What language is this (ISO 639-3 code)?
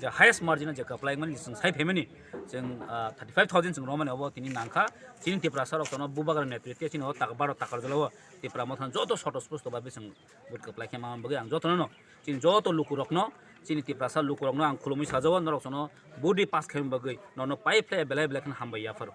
trp